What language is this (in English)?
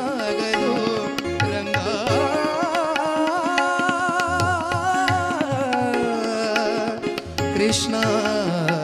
Kannada